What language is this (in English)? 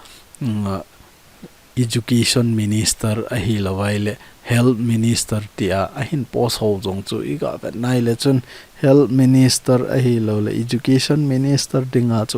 Thado Chin